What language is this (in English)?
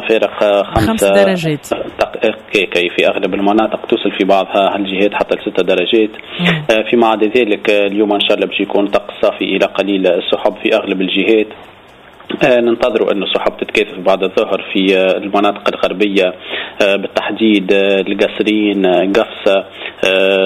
Tunisian Arabic